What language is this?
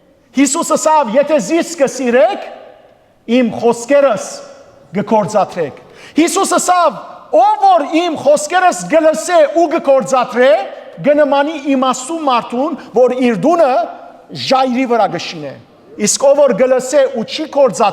Western Armenian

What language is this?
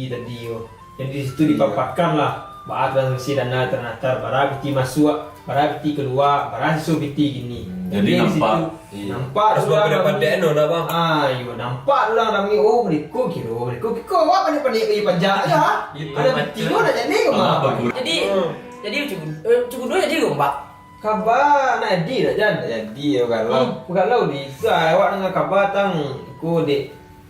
Minangkabau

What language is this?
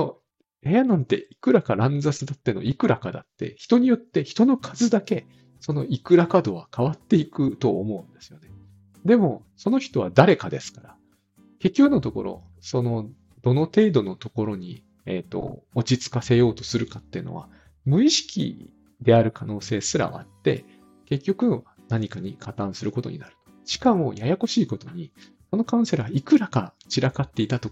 Japanese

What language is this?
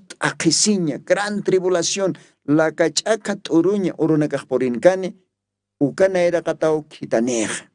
Aymara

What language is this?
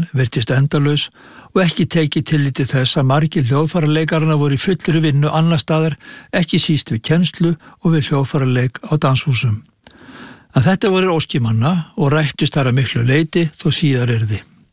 Icelandic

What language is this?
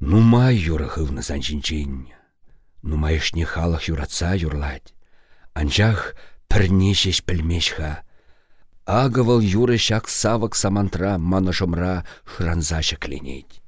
Chuvash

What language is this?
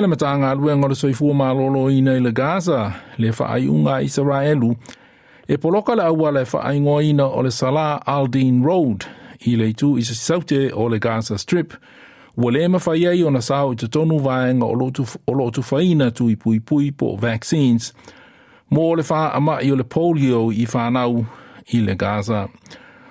Samoan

